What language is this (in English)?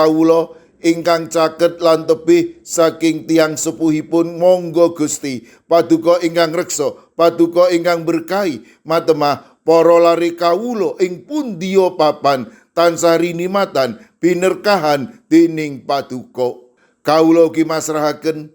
Javanese